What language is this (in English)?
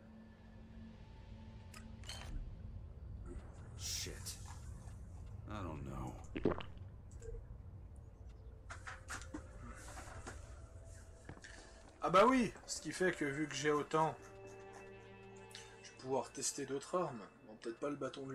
French